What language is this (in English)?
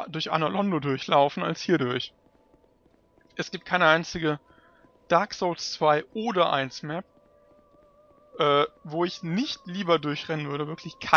German